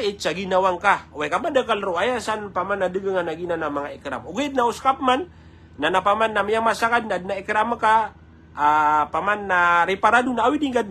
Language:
Maranao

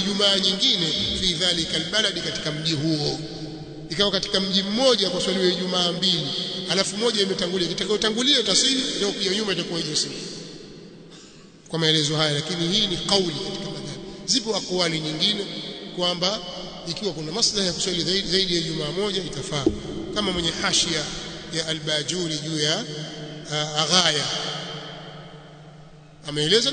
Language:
Swahili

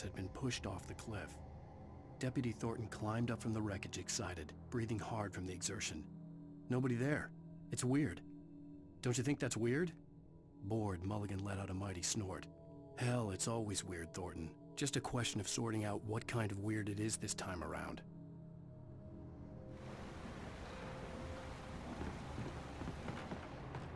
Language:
English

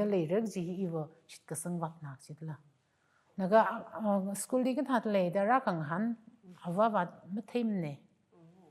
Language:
Tangkhul Naga (India)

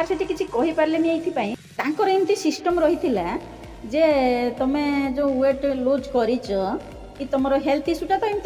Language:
Odia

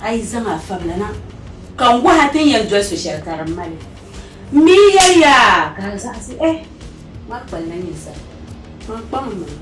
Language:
Dagbani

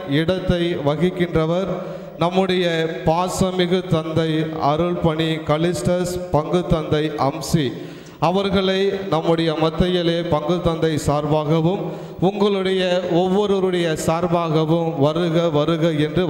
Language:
Tamil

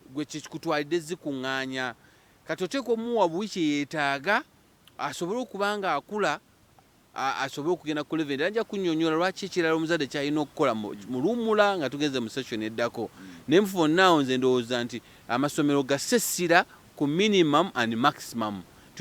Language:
Ganda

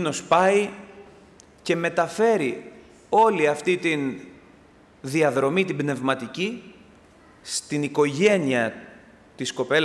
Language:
Greek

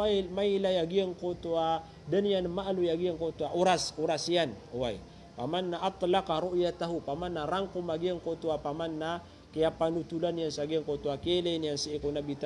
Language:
Maranao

